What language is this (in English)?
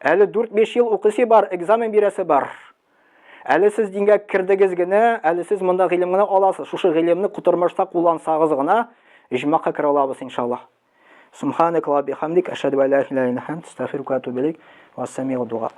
Tatar